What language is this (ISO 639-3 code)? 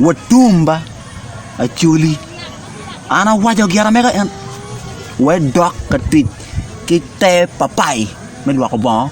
ach